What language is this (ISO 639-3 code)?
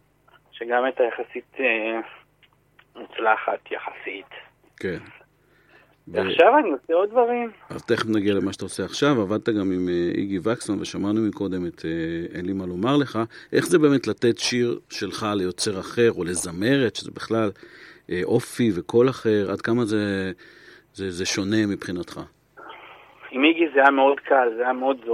heb